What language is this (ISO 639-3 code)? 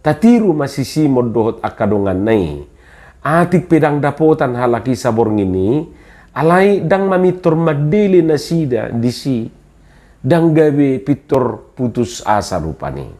bbc